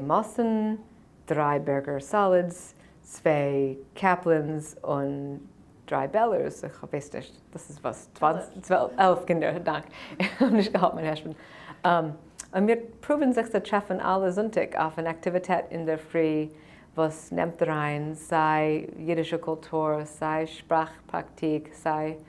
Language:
Yiddish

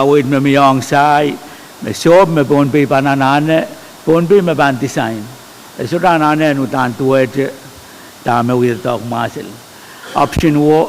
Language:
Pohnpeian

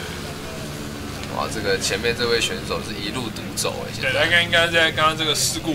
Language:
Chinese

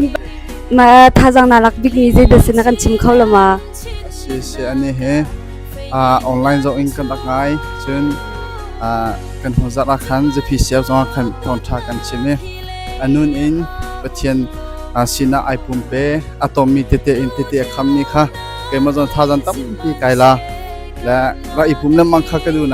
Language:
Hakha Chin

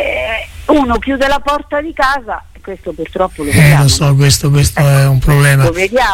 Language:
Italian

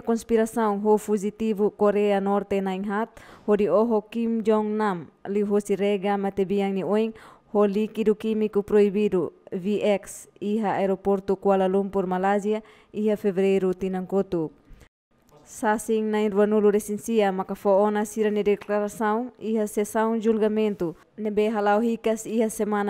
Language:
Tetum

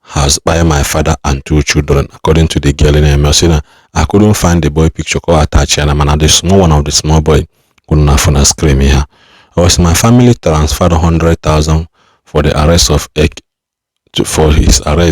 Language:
Igbo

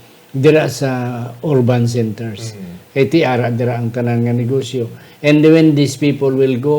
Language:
Hiligaynon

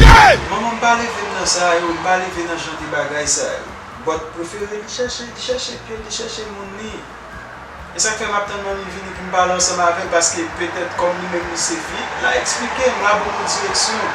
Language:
Haitian Creole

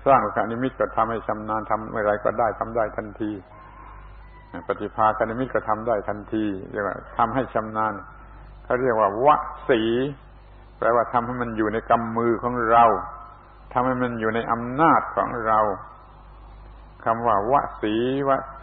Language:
Thai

